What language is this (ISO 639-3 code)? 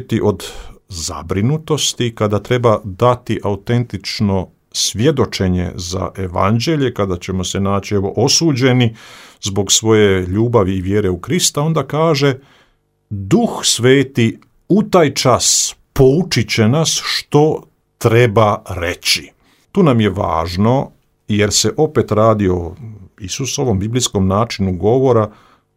hrv